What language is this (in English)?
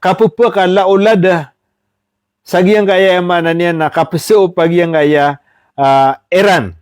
Maranao